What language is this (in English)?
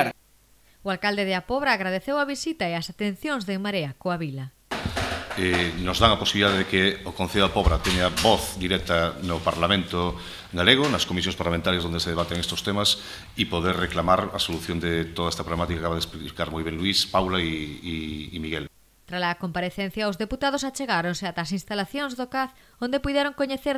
Galician